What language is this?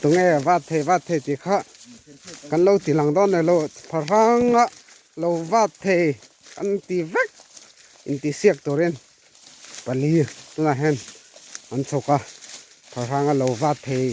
Mizo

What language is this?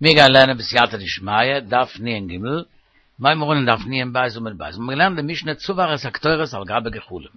Yiddish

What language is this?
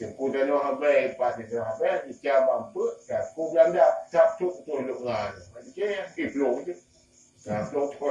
Achinese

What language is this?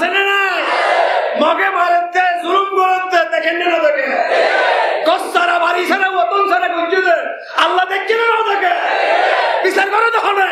Rohingya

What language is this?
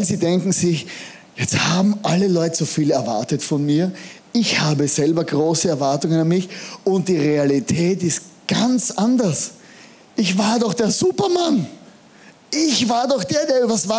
German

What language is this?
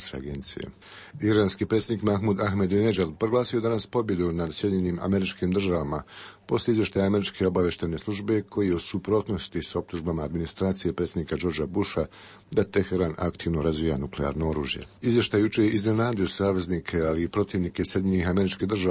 Bosnian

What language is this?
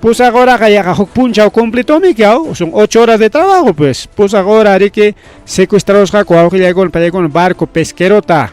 Ayacucho Quechua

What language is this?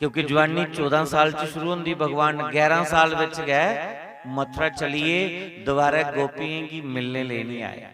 Dogri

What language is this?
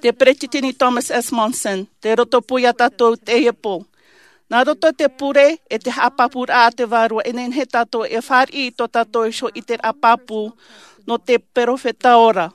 Tahitian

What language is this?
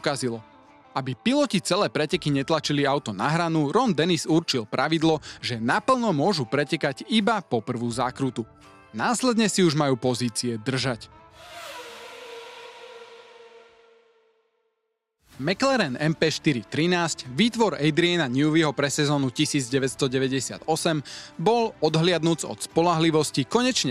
Slovak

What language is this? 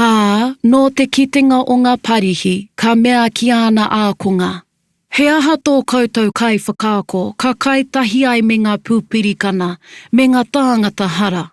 Māori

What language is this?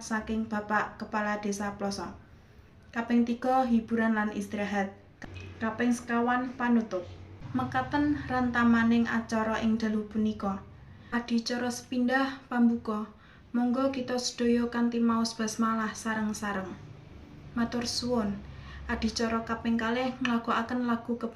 Javanese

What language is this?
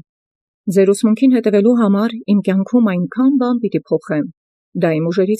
Armenian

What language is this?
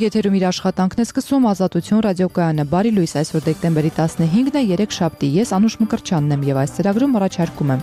Armenian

